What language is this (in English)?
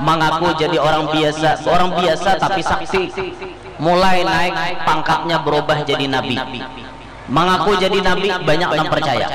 Banjar